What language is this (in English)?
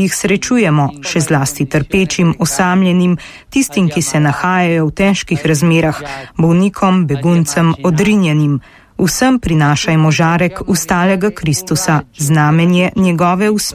Slovenian